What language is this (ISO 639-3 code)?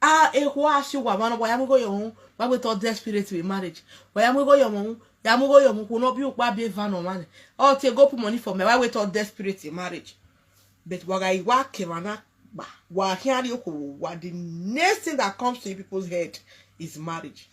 pcm